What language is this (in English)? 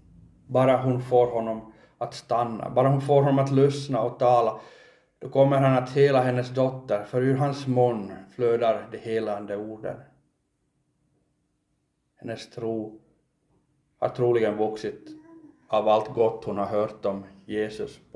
Swedish